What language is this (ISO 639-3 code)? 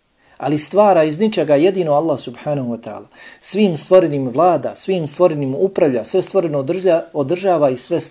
bos